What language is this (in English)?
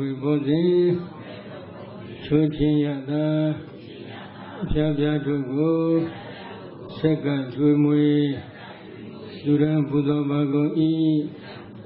Burmese